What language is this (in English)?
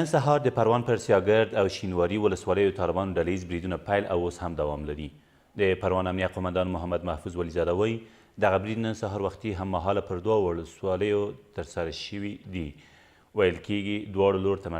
Pashto